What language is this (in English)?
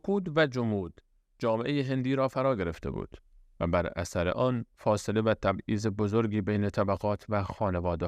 Persian